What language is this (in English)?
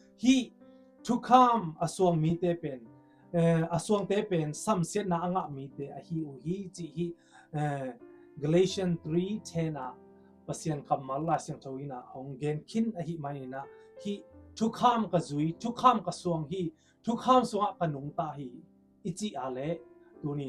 Tedim Chin